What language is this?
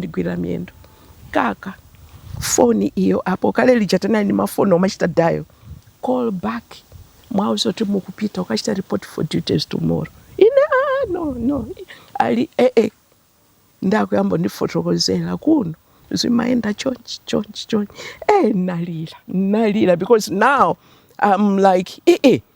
Nyanja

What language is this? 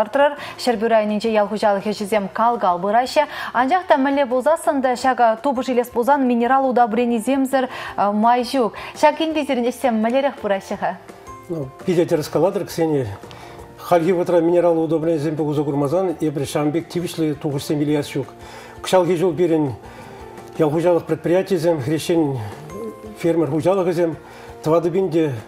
Chuvash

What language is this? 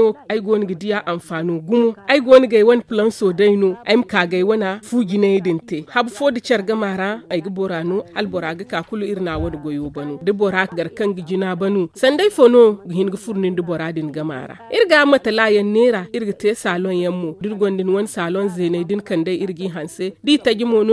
Zarma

